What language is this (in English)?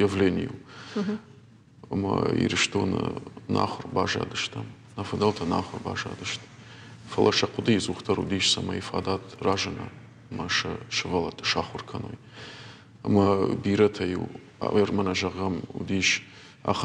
Ossetic